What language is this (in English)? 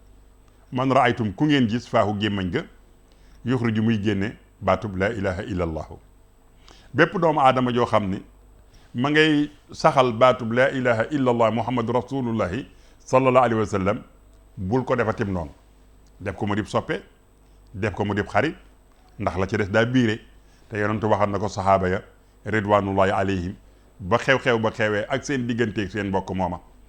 Wolof